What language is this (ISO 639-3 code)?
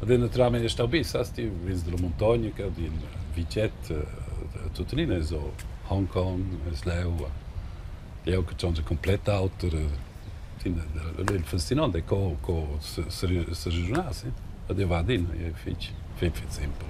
roh